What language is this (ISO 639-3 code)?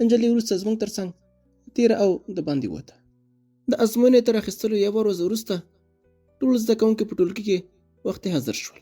pus